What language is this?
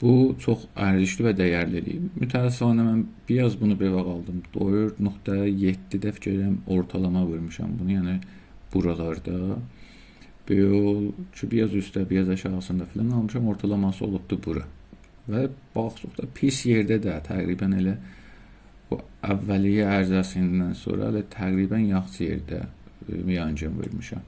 South Azerbaijani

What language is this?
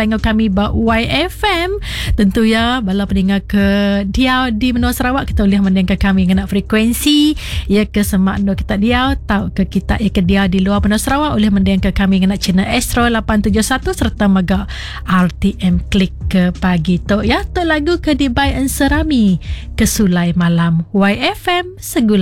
Iban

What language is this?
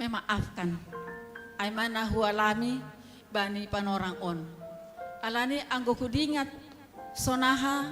Batak Simalungun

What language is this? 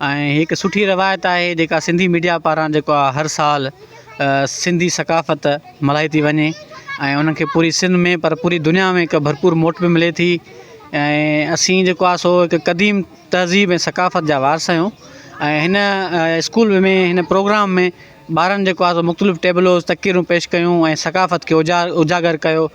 Sindhi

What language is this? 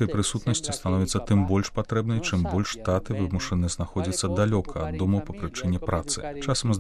Belarusian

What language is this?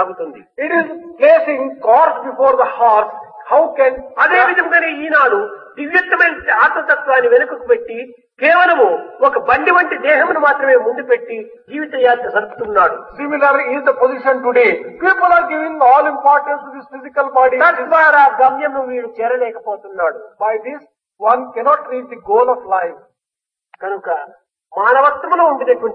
Telugu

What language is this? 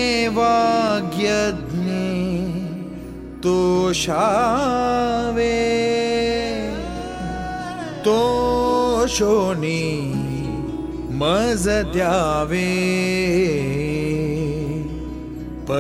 Marathi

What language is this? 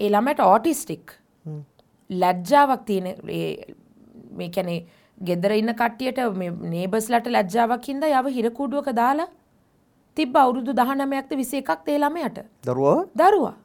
Sinhala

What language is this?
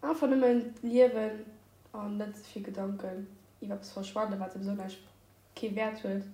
Luxembourgish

